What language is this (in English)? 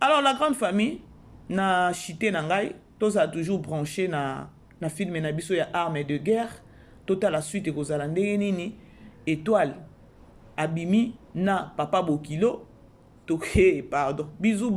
Lingala